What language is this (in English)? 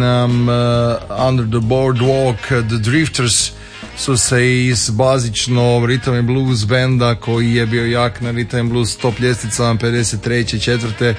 Croatian